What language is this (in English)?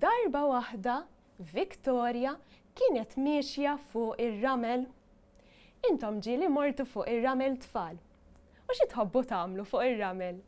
Maltese